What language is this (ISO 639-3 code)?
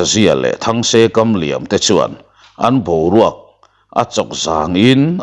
lus